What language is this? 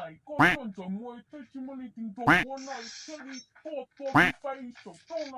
Hmong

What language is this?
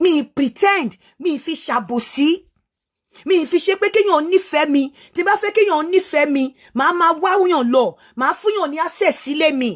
Yoruba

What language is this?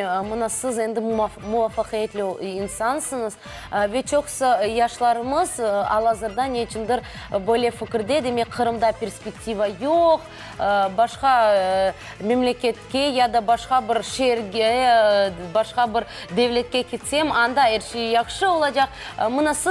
Crimean Tatar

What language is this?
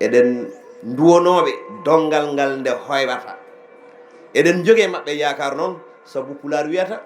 Fula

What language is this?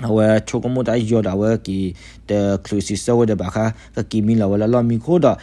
S'gaw Karen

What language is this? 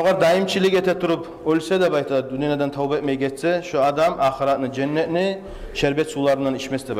Kumyk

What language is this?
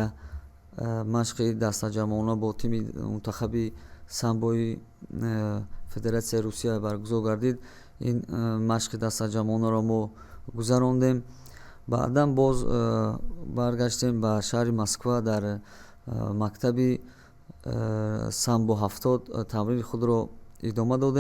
Tajik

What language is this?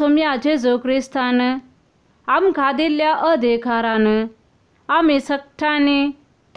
Konkani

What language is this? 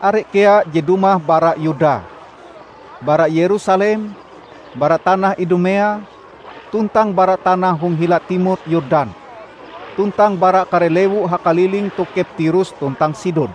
Ngaju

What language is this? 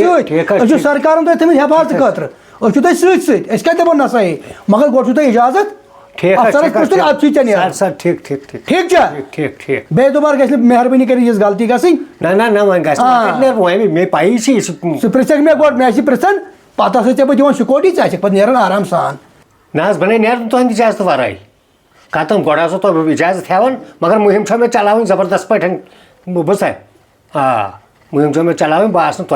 Kashmiri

